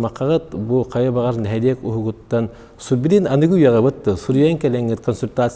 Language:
Yakut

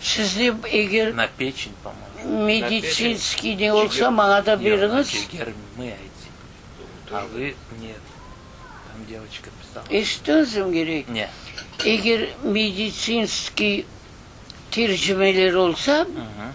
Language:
Crimean Tatar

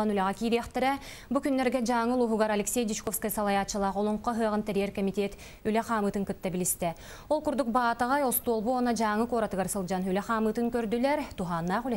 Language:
Yakut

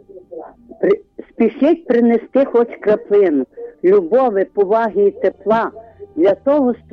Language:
Ukrainian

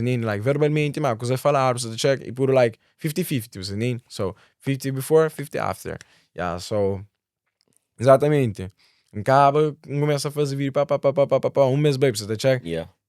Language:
Kabuverdianu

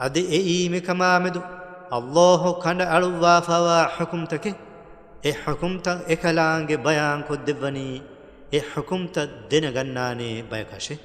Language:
Divehi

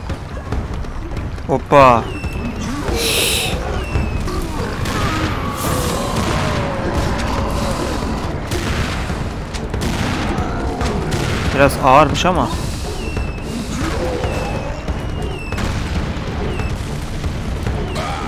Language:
Turkish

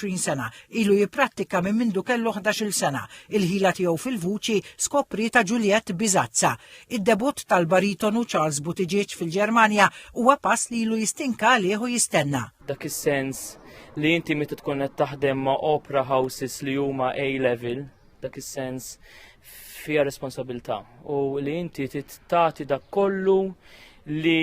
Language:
Maltese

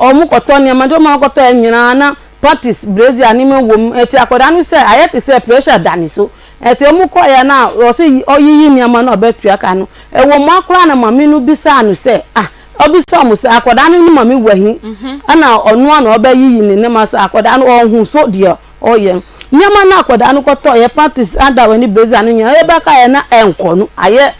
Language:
Akan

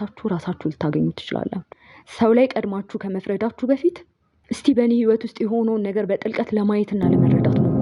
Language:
Amharic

